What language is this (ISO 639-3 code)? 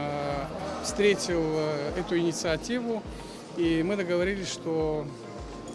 abk